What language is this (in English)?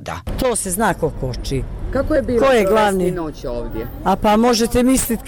Bosnian